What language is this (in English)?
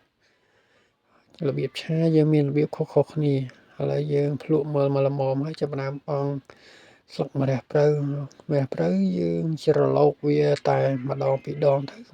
Khmer